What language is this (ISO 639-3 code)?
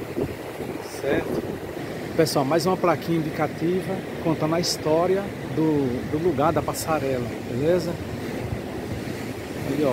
por